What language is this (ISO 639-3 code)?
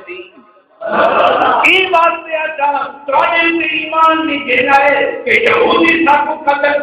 skr